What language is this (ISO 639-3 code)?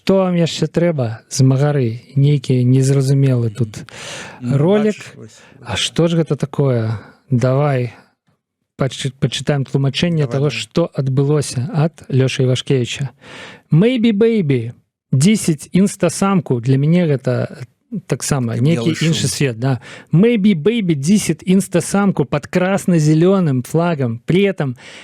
bel